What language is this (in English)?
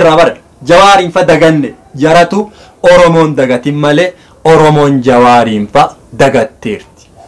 Oromo